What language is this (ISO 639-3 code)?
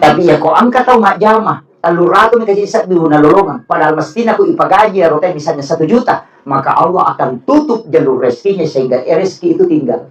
bug